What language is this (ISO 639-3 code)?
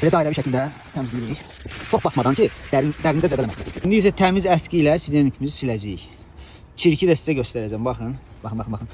aze